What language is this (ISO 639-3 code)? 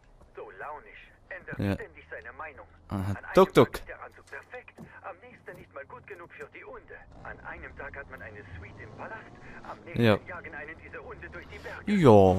gsw